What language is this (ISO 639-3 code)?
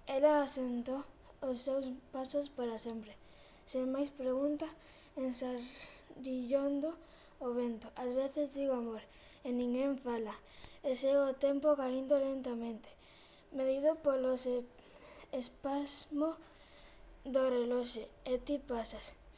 glg